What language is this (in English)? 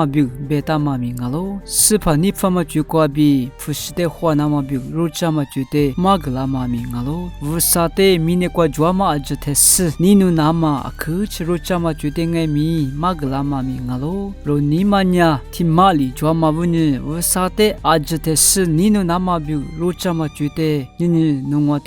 Lisu